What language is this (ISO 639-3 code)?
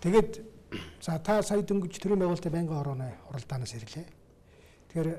mon